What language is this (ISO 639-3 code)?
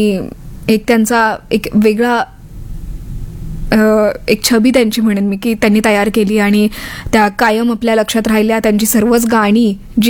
mar